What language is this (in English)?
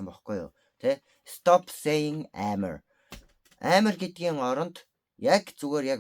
Mongolian